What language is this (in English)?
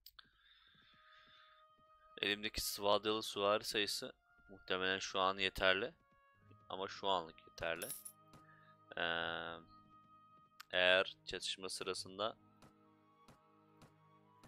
Turkish